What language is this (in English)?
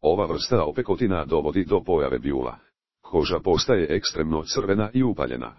Croatian